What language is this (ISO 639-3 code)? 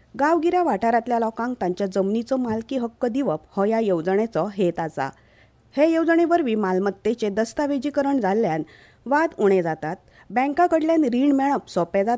kok